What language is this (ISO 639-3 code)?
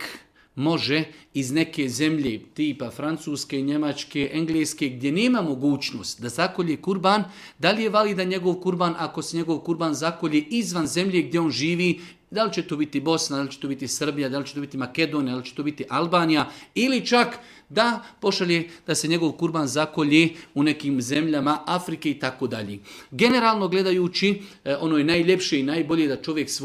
bos